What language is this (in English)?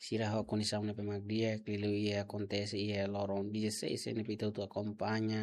Tetum